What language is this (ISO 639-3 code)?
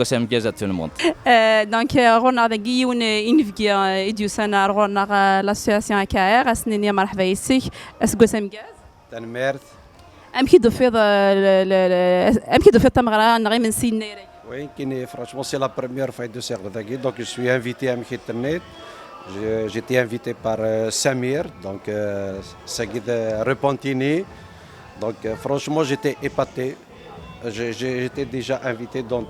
kab